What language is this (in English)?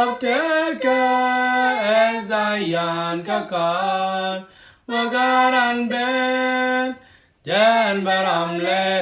Nuer